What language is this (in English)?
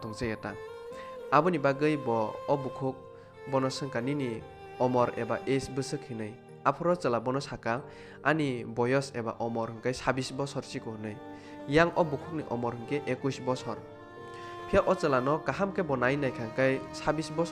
Kok Borok